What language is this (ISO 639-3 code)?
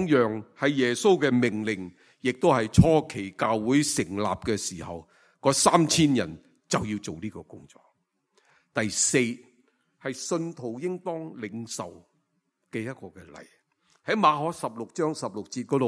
yue